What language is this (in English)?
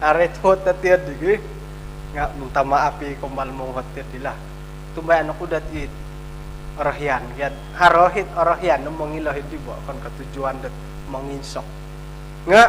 Central Dusun